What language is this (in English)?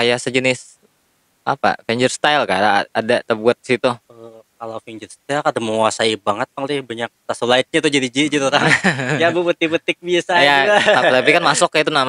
Banjar